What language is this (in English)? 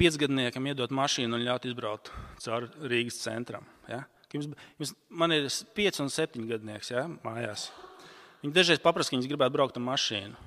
Latvian